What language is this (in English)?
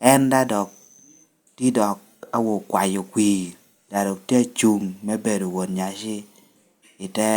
Lango (Uganda)